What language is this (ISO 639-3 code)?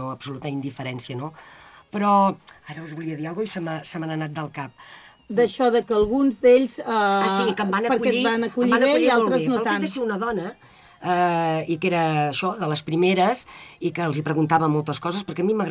cat